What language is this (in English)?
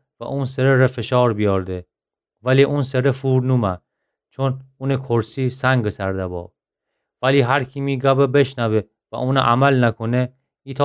Gilaki